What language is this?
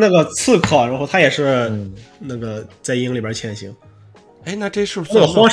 Chinese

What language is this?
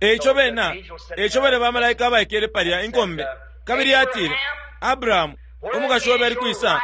Bemba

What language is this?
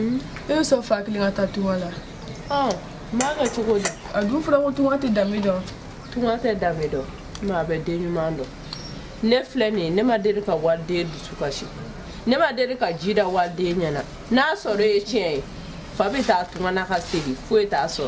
Bambara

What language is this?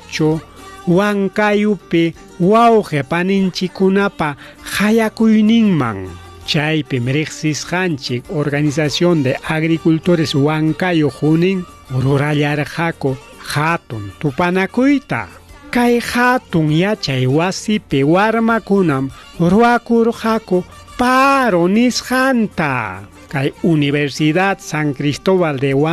Ayacucho Quechua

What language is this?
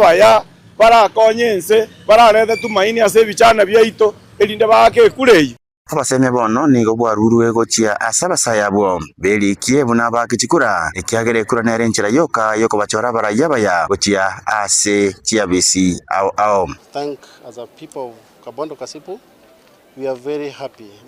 Gusii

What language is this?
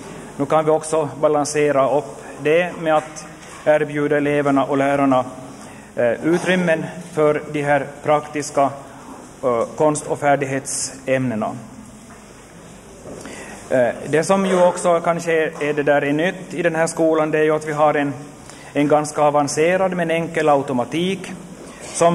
Swedish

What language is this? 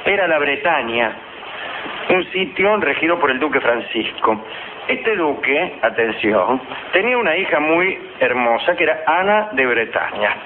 Spanish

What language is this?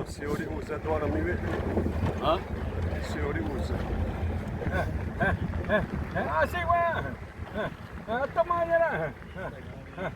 Xavánte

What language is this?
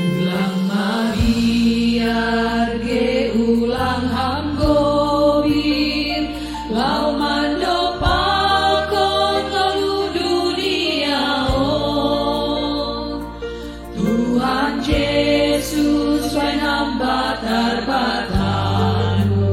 Batak Simalungun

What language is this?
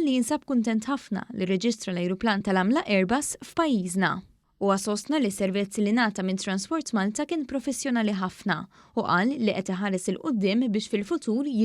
Maltese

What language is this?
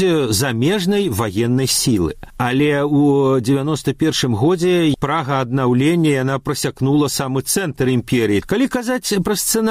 Belarusian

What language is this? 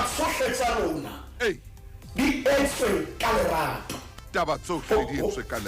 Southern Sotho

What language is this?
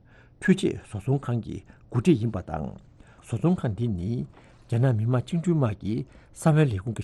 Tibetan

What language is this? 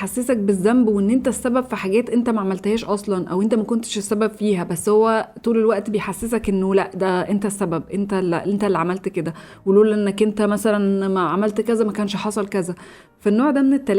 Egyptian Arabic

